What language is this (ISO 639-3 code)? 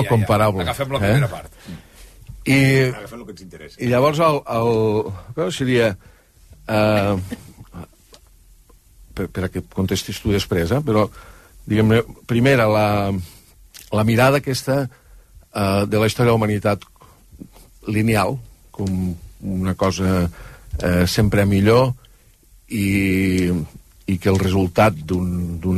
cat